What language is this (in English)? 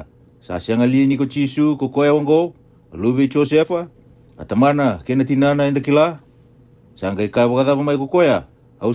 Fijian